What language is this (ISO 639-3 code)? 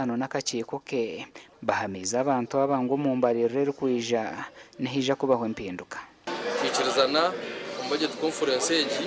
nyn